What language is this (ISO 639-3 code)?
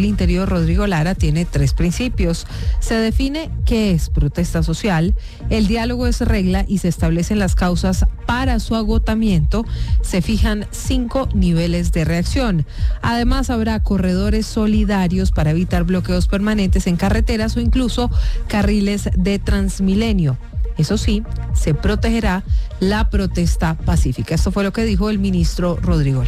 spa